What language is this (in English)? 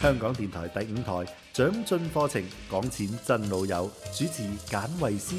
Cantonese